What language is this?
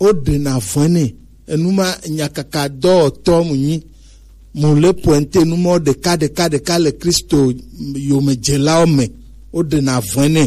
Gen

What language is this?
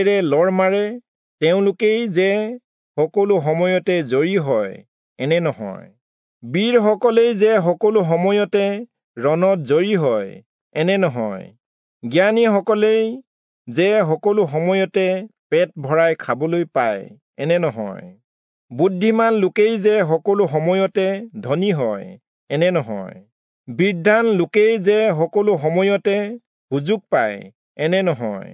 Assamese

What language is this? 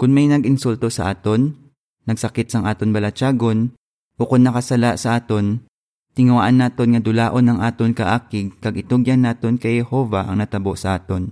Hiligaynon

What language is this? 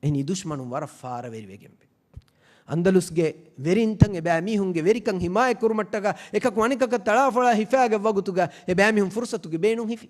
Divehi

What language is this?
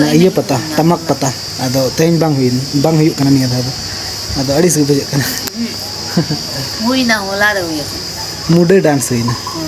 Santali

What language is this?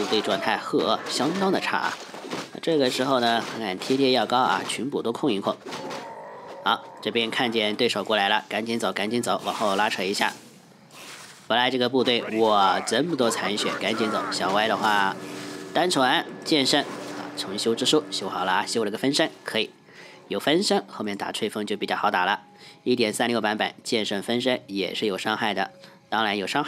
Chinese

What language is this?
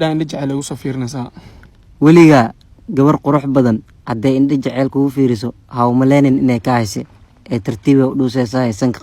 Somali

